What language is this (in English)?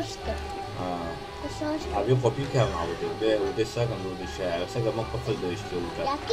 Kurdish